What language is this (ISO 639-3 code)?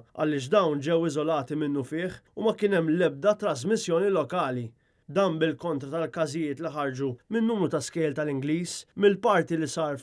mlt